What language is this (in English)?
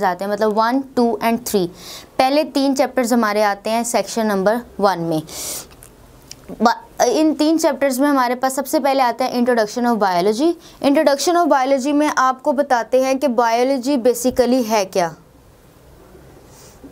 Hindi